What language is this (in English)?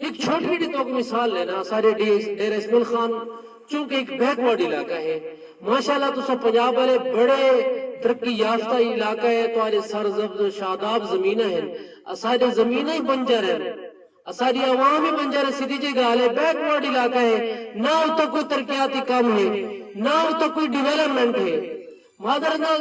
Saraiki